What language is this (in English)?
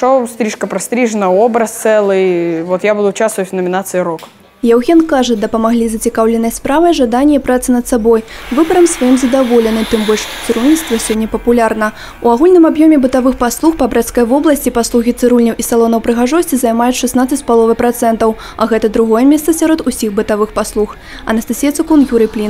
Belarusian